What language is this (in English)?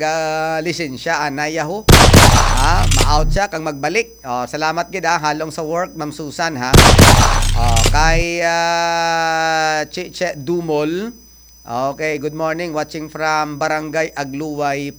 Hiligaynon